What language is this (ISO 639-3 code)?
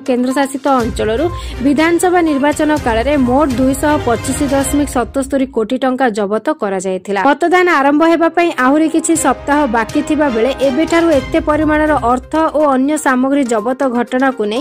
ori